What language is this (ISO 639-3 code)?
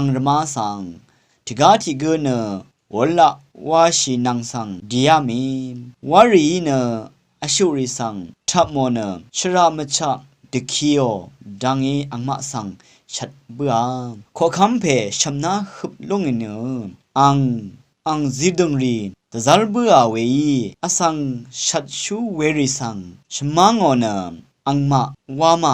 raw